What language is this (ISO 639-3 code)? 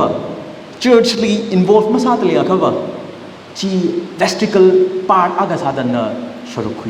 nmf